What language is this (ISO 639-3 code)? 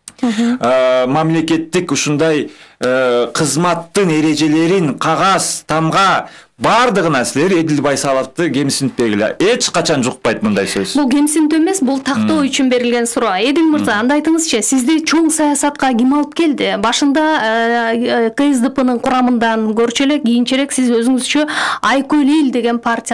kir